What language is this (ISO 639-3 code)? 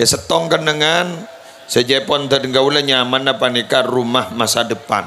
mad